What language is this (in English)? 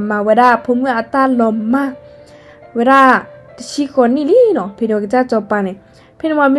S'gaw Karen